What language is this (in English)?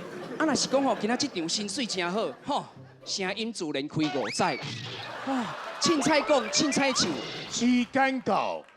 Min Nan Chinese